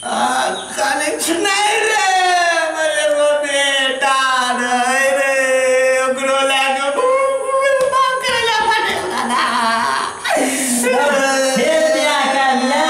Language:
Maithili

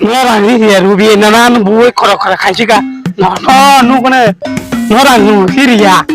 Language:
Kok Borok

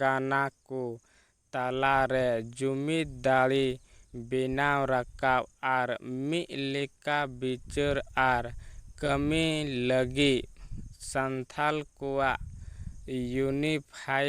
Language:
Santali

